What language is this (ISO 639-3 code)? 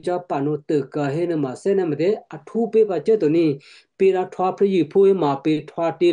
kyu